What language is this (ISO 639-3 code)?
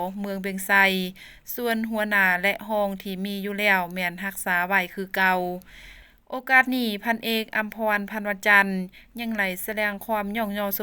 lao